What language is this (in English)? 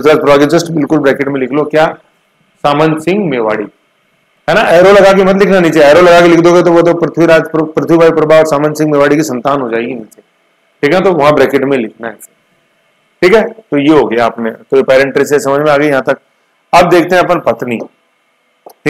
Hindi